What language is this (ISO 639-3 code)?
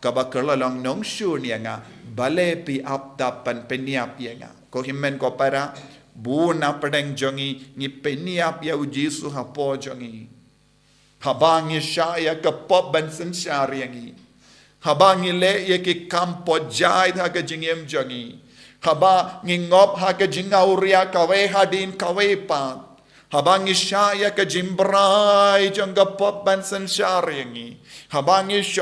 kha